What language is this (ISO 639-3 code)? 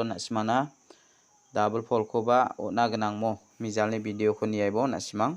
grt